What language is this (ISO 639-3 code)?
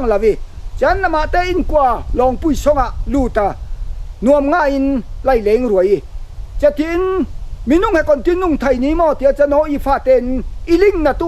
cfm